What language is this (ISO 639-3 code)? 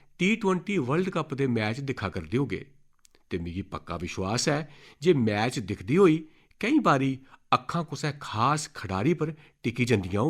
doi